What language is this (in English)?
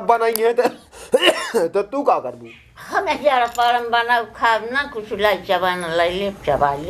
Awadhi